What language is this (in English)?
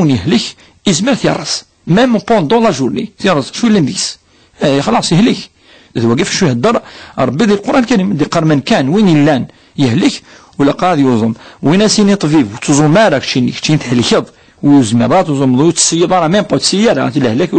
Kabyle